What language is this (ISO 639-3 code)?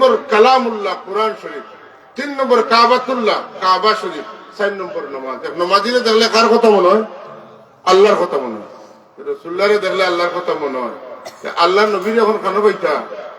syl